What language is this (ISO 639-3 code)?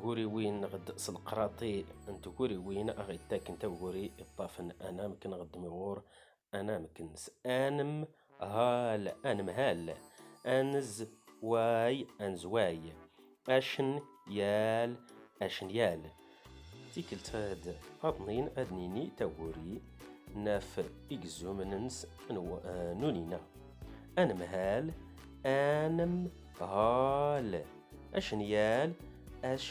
zgh